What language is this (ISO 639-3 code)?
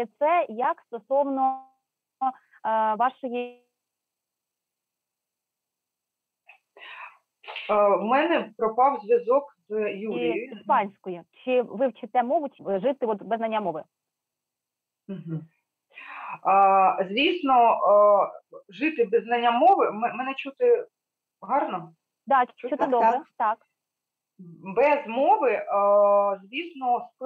ukr